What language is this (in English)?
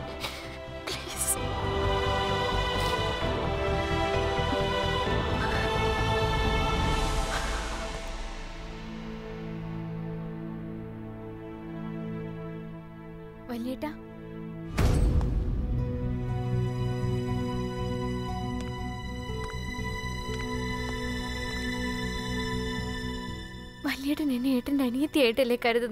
Malayalam